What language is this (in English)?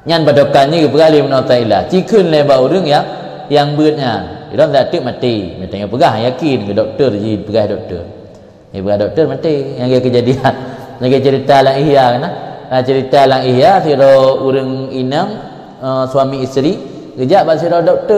Achinese